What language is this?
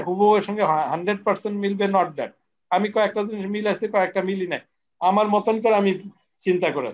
Bangla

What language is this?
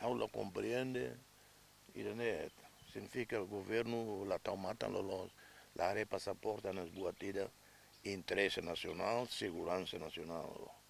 Tetum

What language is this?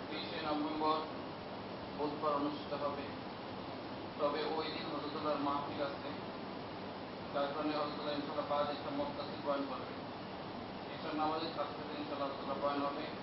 Bangla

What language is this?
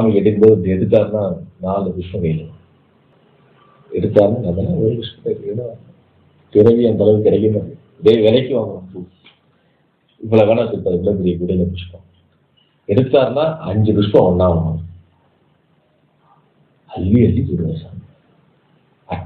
Tamil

